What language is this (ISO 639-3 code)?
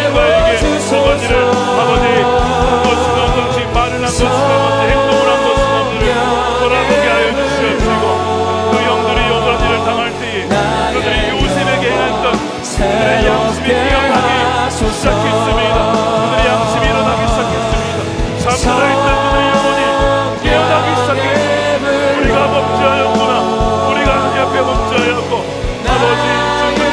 kor